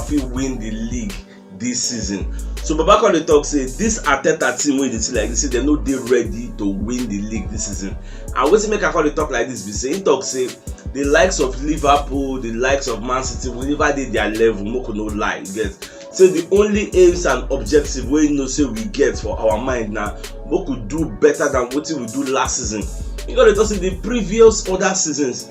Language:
Nigerian Pidgin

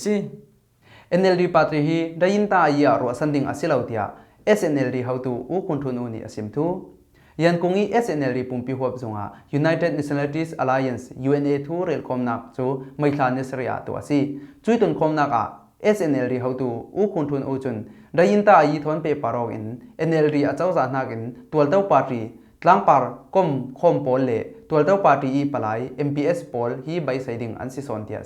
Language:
Falam Chin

